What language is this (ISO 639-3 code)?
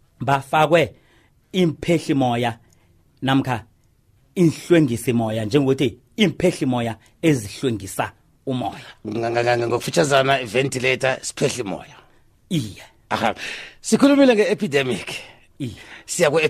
nbl